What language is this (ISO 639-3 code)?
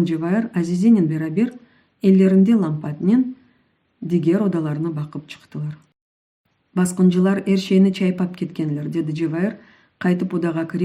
crh